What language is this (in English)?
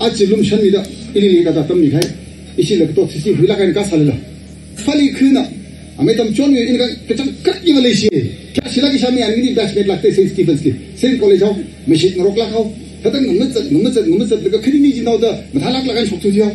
Tangkhul Naga (India)